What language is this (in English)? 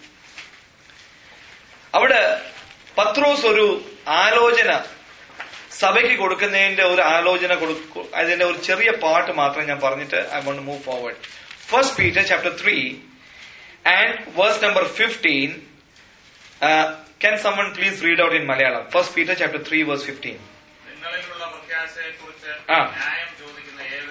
Malayalam